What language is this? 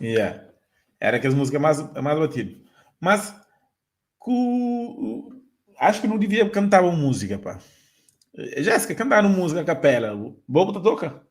Kabuverdianu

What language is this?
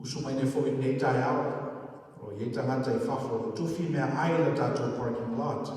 Samoan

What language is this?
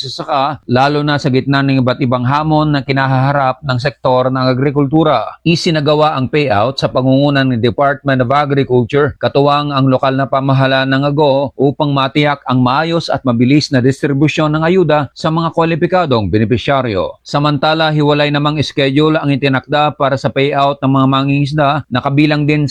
Filipino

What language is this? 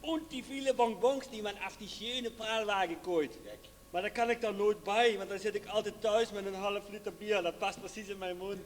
Limburgish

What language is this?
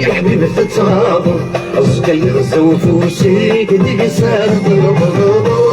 Algerian Arabic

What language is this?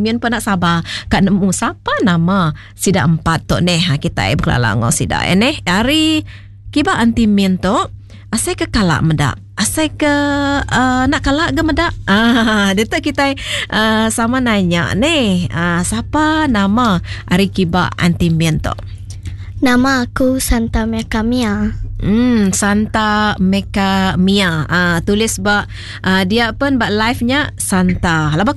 Iban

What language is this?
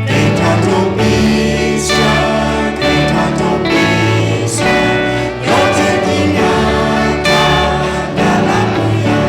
Lahu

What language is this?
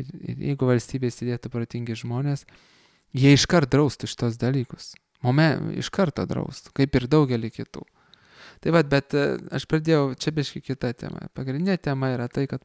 Lithuanian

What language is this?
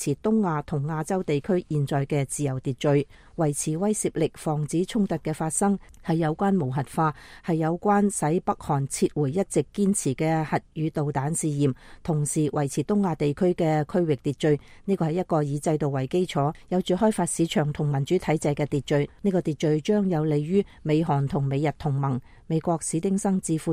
Cantonese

